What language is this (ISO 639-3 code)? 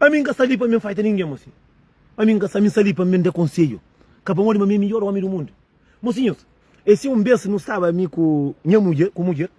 kea